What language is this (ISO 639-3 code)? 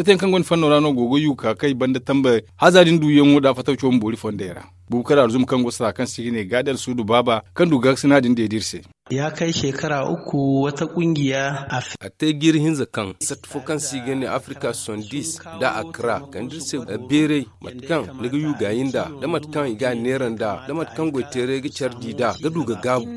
dje